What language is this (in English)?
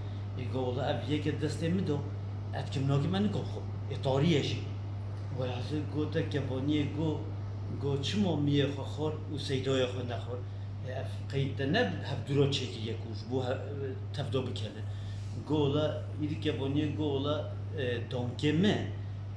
Kurdish